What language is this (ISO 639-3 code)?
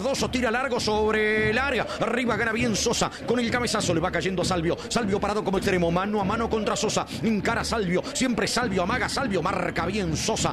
spa